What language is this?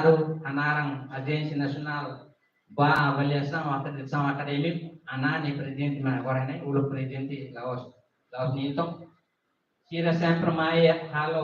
Tetum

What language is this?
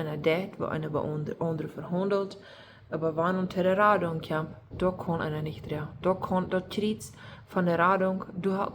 Plautdietsch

